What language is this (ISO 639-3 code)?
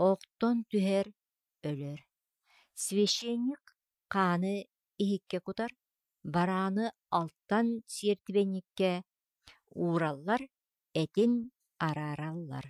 sah